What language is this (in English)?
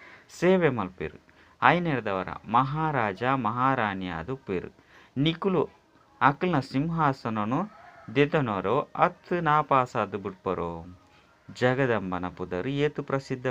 Tulu